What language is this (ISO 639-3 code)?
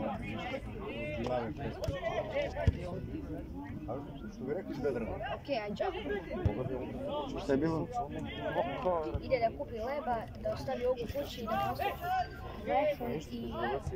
srp